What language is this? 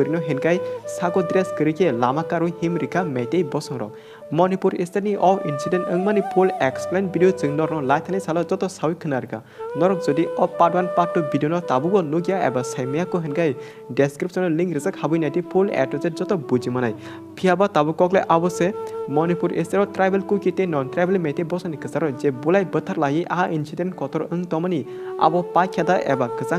Kok Borok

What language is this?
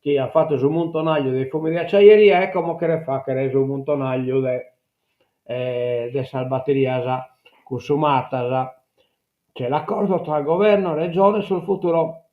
Sardinian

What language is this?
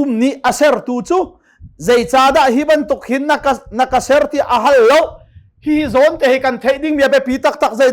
Hakha Chin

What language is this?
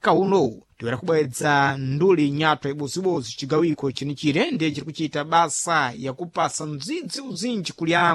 Sena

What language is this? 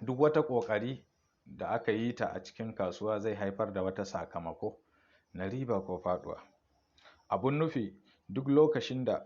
Hausa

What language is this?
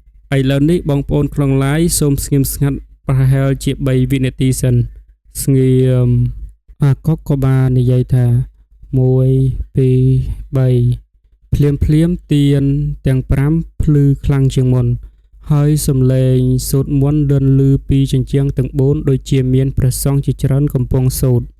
Khmer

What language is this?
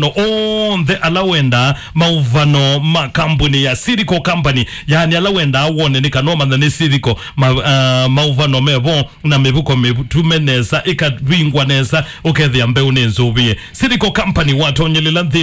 Kamba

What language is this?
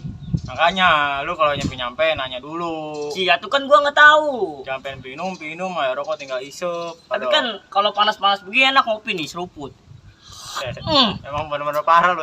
Betawi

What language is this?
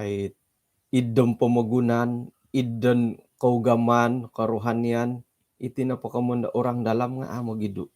Central Dusun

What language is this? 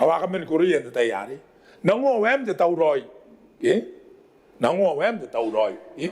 Gilbertese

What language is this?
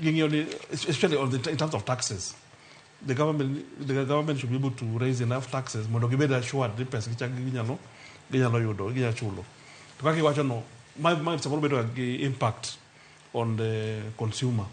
Luo (Kenya and Tanzania)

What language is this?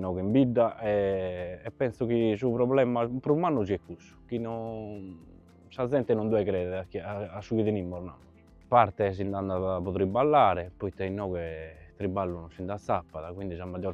Sardinian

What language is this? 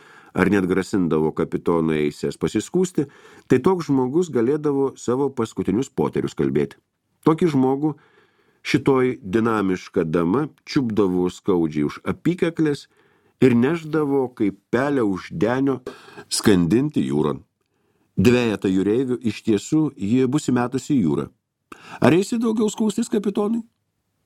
Lithuanian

